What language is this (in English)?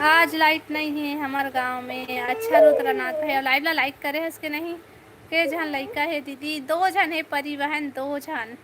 Chhattisgarhi